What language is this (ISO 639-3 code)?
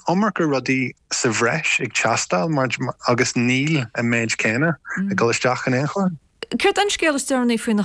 gle